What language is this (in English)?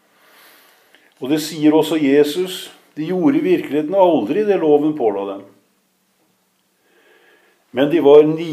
Norwegian